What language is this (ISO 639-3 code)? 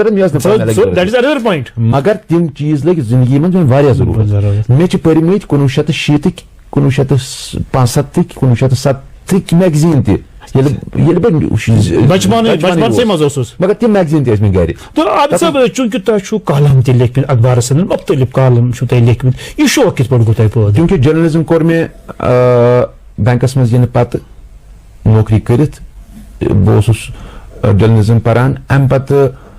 kas